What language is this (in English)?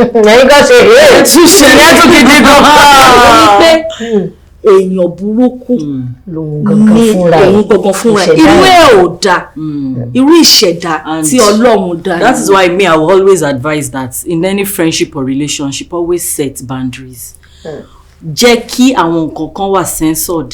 Yoruba